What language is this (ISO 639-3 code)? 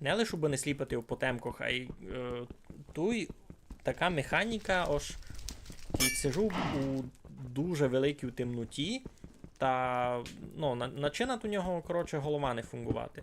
rue